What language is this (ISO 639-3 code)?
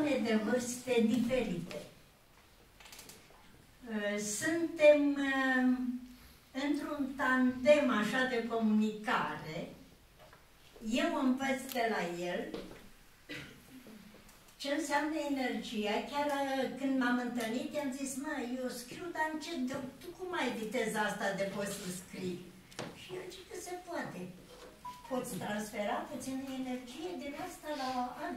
ron